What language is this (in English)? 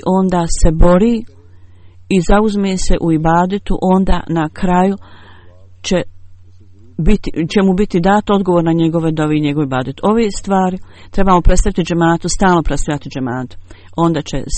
Bosnian